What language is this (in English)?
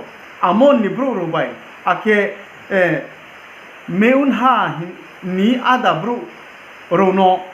Riang (India)